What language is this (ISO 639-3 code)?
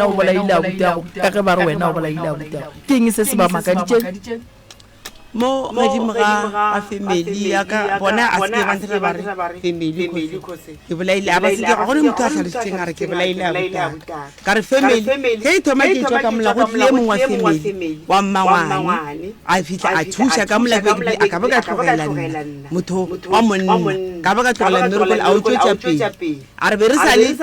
nso